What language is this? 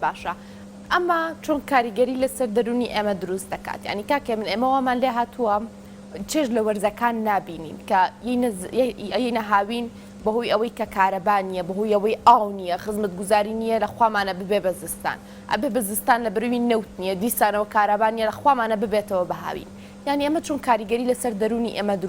Central Kurdish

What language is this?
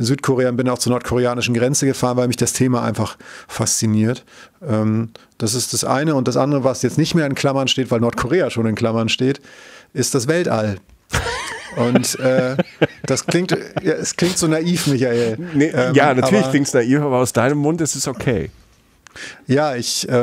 German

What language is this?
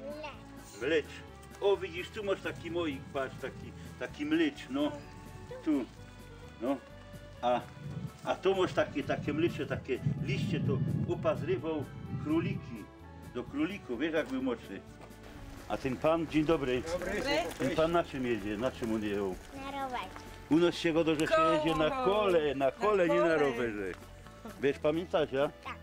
Silesian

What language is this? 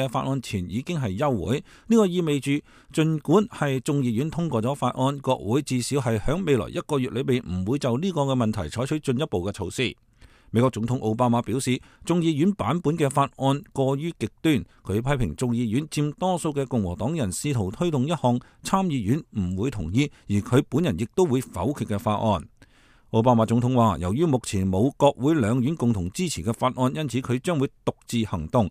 Cantonese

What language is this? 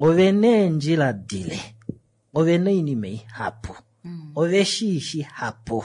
Kuanyama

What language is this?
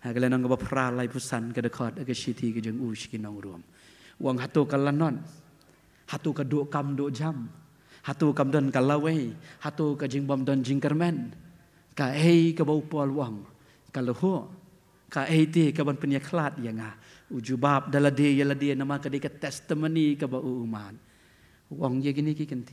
Khasi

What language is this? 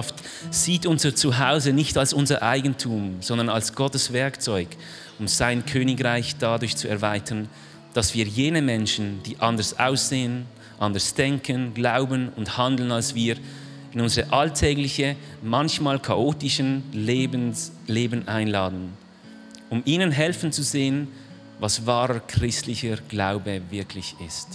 Swiss German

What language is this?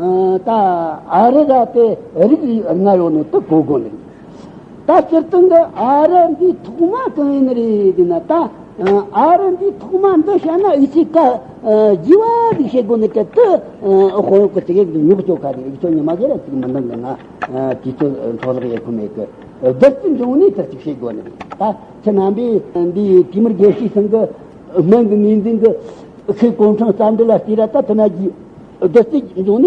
Tibetan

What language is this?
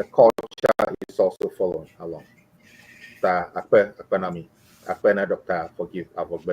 Ewe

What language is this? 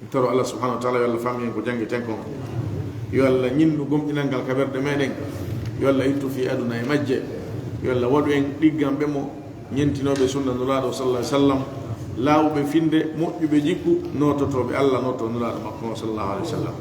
Fula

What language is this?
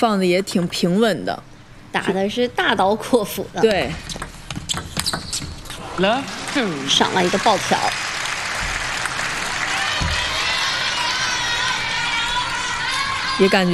Chinese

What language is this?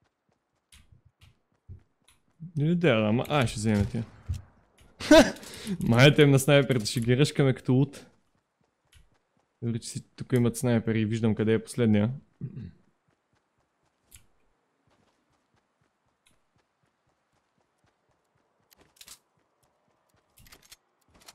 Bulgarian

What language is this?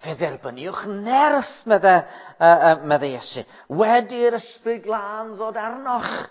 Welsh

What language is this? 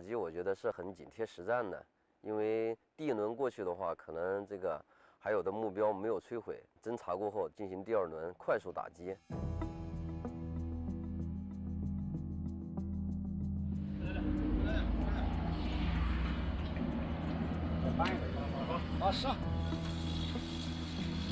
Chinese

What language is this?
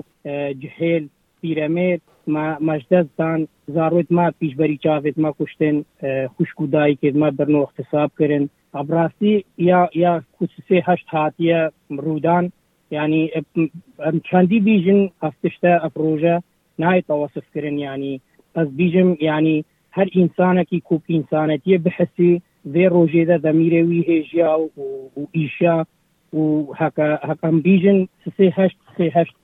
Kurdish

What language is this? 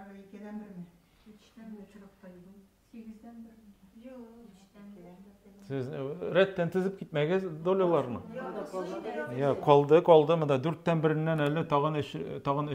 Tatar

